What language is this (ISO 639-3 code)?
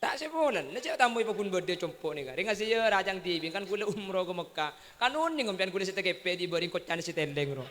mad